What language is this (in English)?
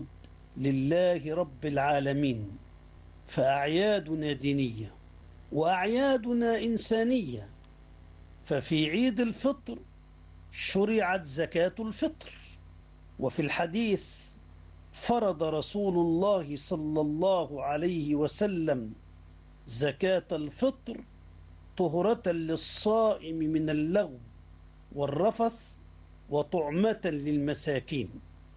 Arabic